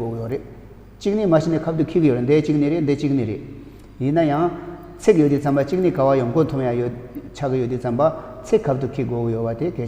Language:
Tibetan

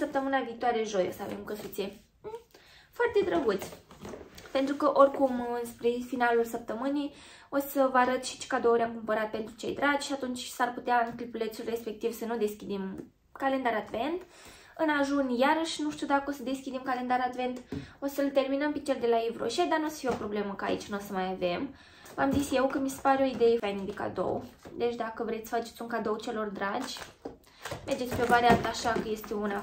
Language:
Romanian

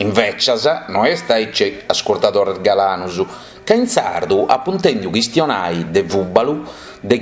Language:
Sardinian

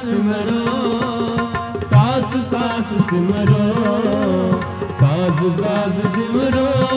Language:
Hindi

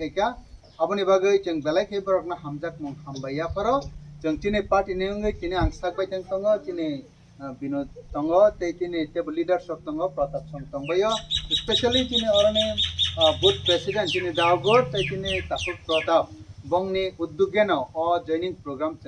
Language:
Kok Borok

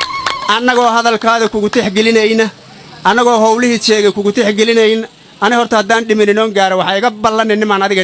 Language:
Somali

